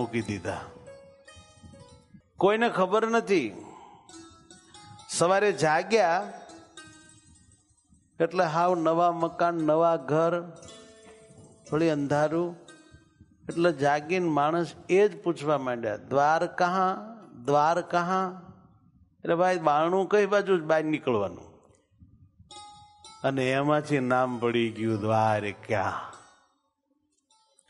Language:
Gujarati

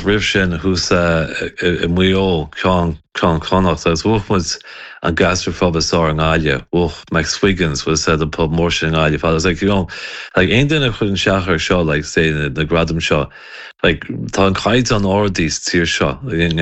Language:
Irish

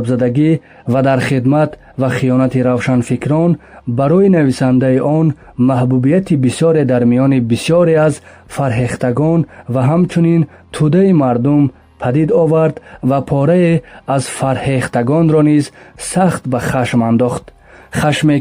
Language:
Tajik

